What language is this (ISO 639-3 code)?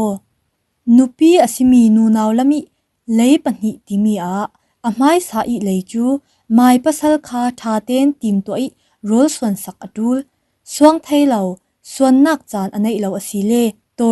cfm